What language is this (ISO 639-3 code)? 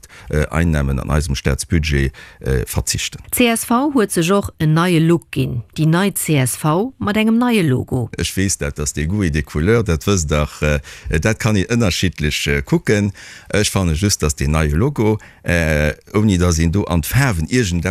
ltz